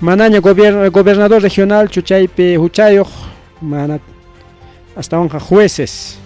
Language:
Ayacucho Quechua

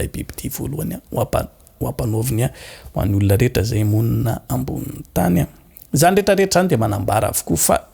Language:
Malagasy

